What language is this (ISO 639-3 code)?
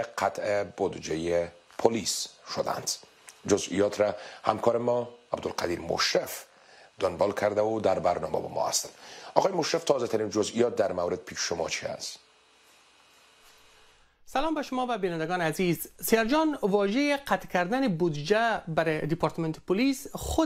fas